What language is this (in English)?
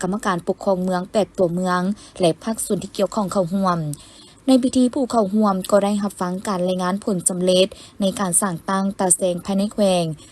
Lao